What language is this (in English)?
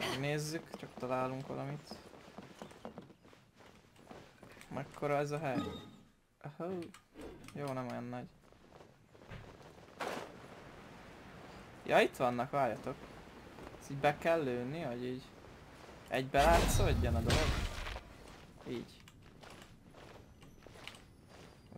Hungarian